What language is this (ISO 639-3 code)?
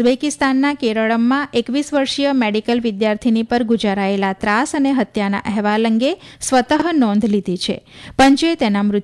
guj